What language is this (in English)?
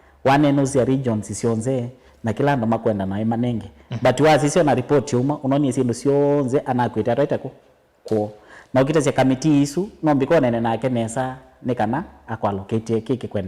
Kamba